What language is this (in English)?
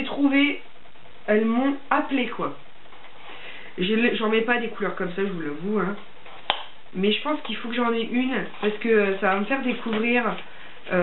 French